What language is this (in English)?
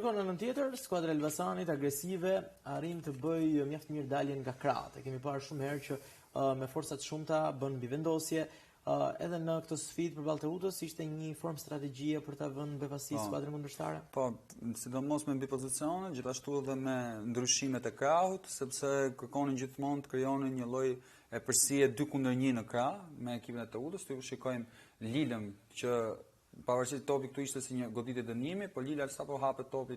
Albanian